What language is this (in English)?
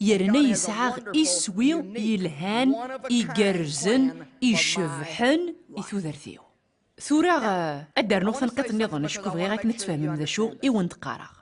Kabyle